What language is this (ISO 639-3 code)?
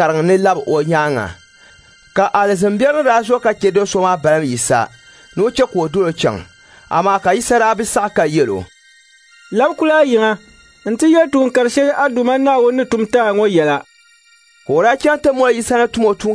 dag